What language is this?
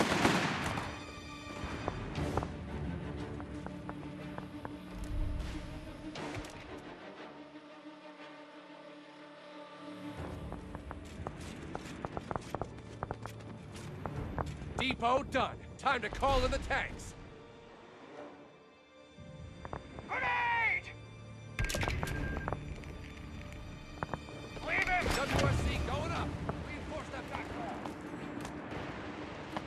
English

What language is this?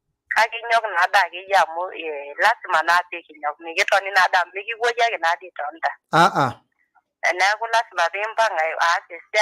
Masai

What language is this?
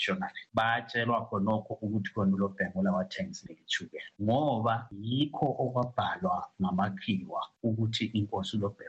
North Ndebele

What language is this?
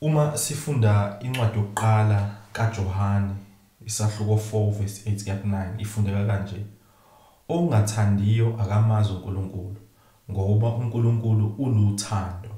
Zulu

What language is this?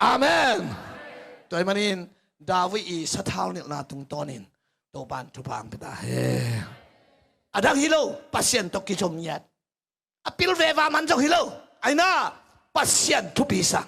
Tedim Chin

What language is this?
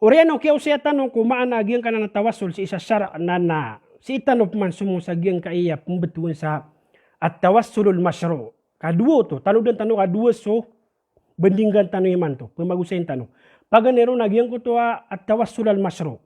Maranao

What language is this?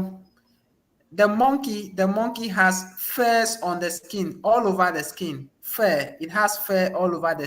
Ewe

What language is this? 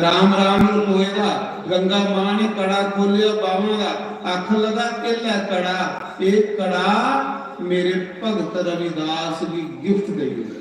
Dogri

